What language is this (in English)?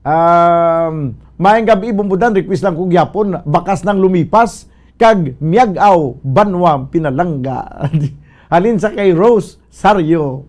Hiligaynon